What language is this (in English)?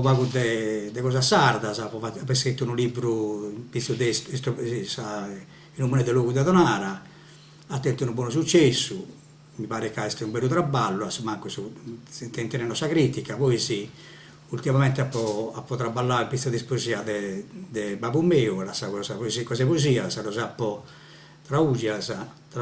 Sardinian